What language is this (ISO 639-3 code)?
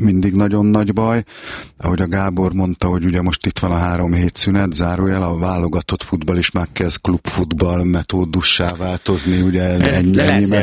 hun